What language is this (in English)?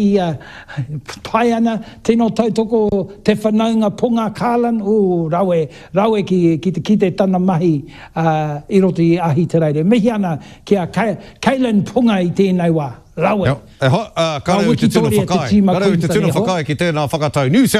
Māori